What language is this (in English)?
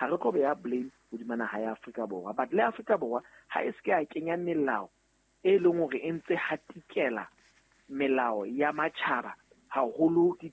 Southern Sotho